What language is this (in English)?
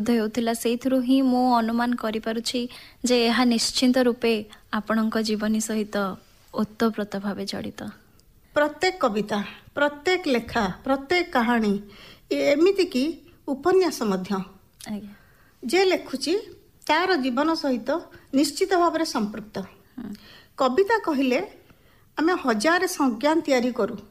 Odia